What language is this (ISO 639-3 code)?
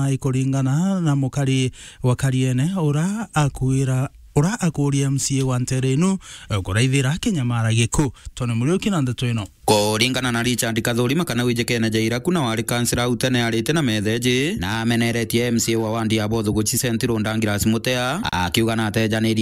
mer